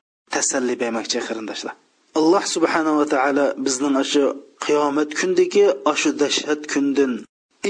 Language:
Uyghur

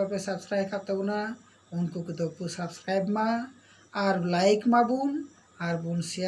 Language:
Santali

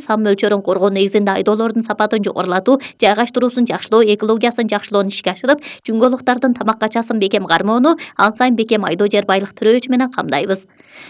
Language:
Kyrgyz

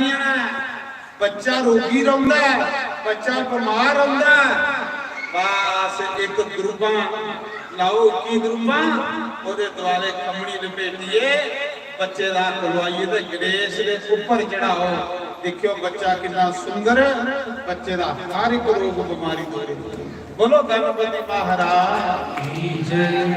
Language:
Dogri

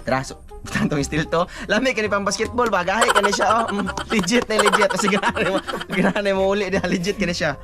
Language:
Cebuano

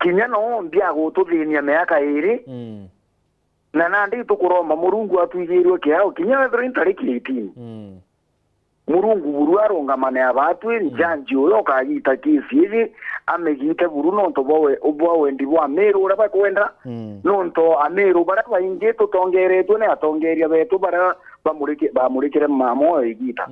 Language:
Meru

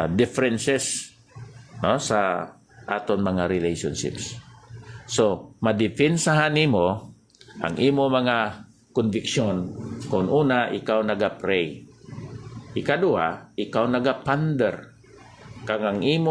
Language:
Hiligaynon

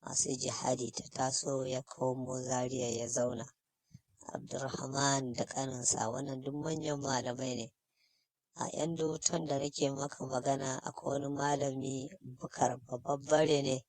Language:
Hausa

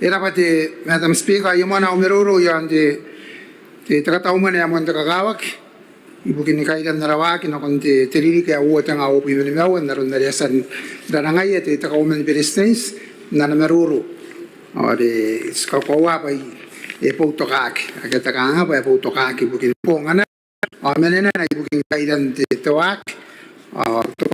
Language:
Gilbertese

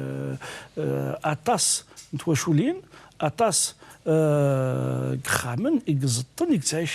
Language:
Kabyle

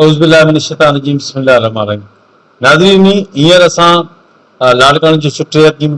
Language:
Sindhi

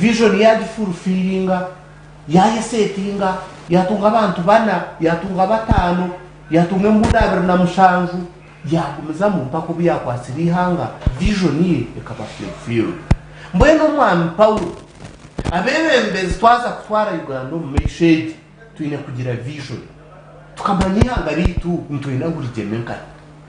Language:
Nyankole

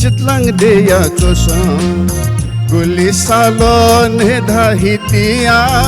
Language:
Newari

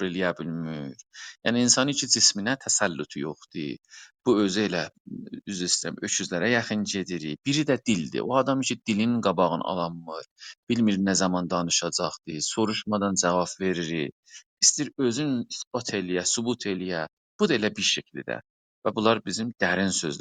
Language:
South Azerbaijani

